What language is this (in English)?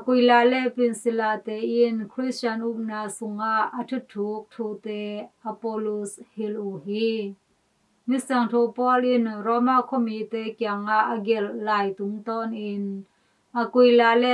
Tedim Chin